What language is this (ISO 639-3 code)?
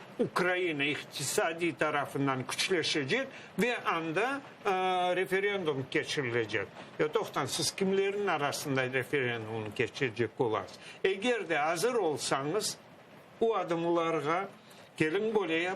crh